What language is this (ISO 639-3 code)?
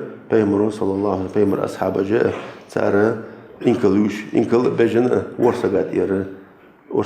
inh